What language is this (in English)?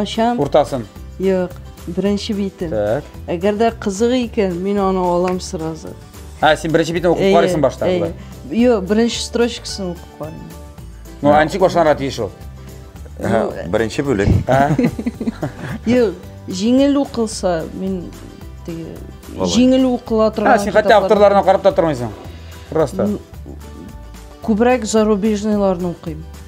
Tatar